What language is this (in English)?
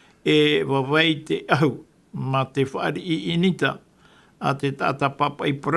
Tahitian